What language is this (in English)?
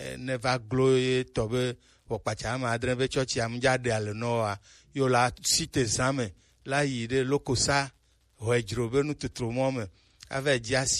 Gen